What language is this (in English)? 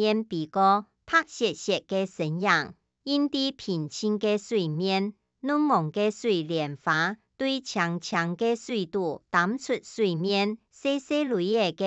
Hakka Chinese